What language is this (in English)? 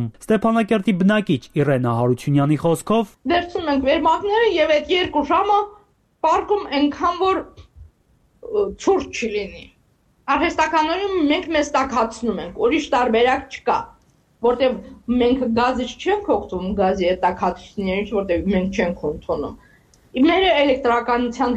Armenian